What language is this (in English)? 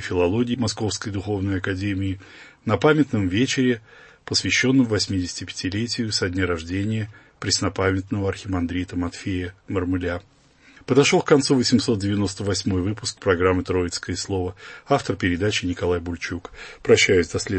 Russian